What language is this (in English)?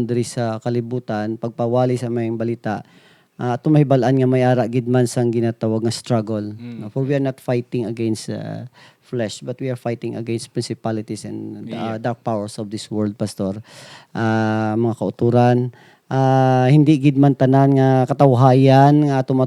Hiligaynon